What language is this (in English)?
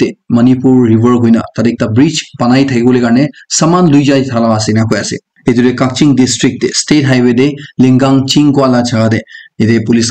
Naga Pidgin